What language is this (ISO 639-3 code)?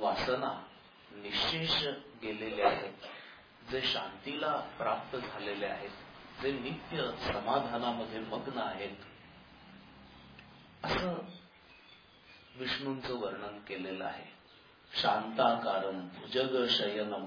mar